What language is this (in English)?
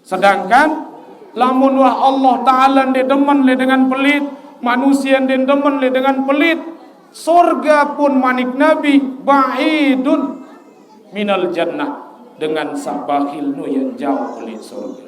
Sasak